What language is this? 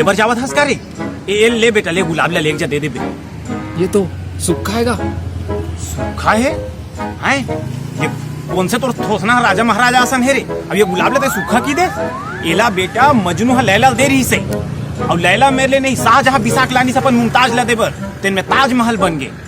Chhattisgarhi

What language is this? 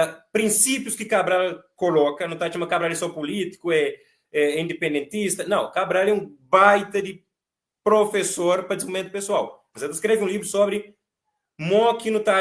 Kabuverdianu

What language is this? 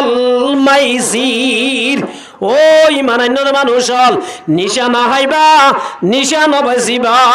Rohingya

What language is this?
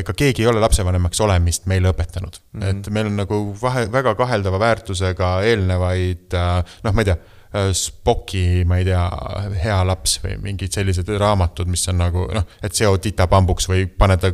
Estonian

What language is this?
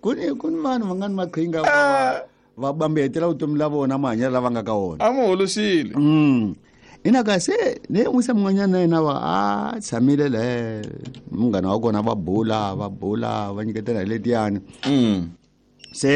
Tsonga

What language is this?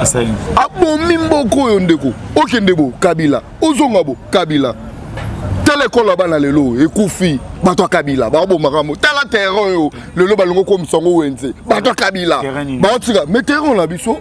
Lingala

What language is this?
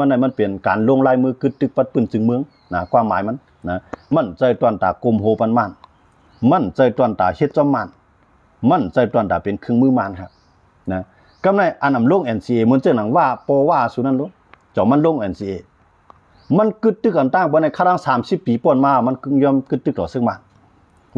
Shan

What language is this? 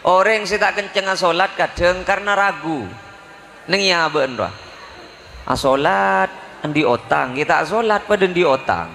Madurese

